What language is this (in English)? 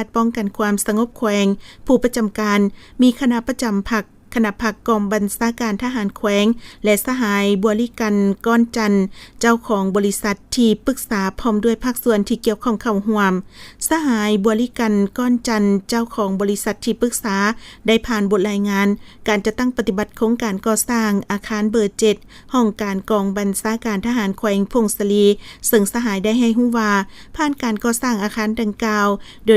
Lao